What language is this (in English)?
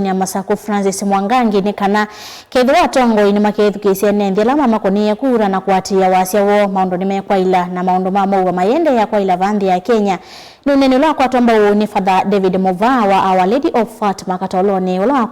Kamba